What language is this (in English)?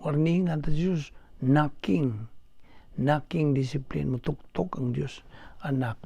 Cebuano